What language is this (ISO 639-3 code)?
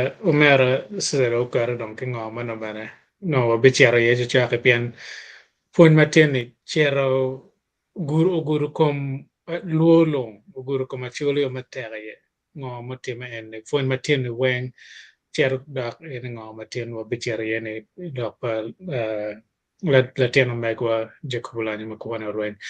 ach